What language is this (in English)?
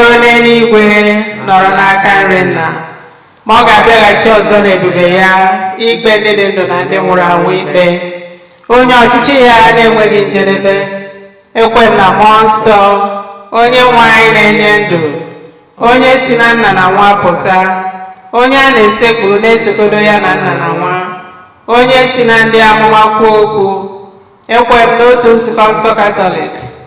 Igbo